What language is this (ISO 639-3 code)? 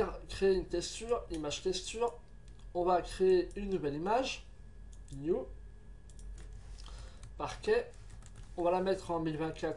fra